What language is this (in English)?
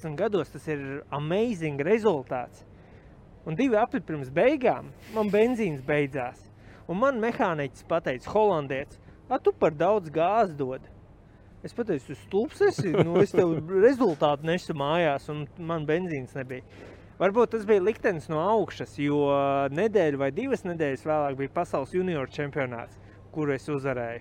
Latvian